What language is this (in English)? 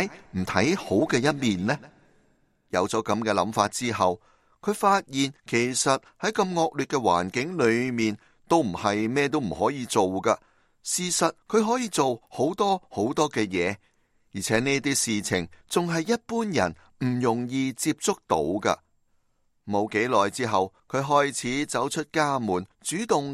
Cantonese